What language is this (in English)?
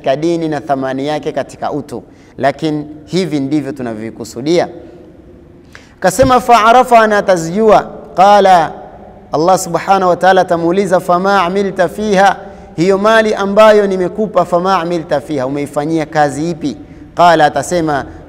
Swahili